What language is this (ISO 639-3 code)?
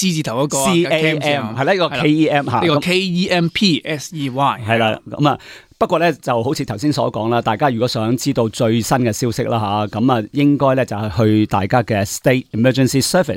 yue